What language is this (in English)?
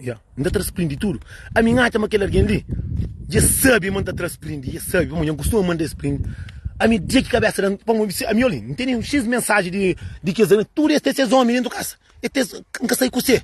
Kabuverdianu